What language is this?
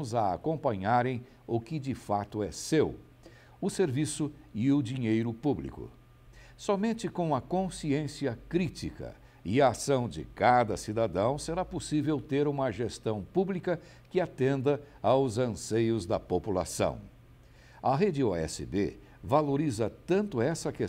Portuguese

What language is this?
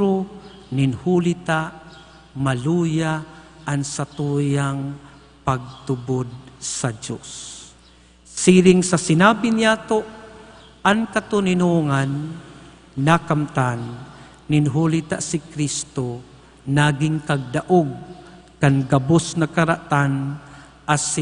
Bikol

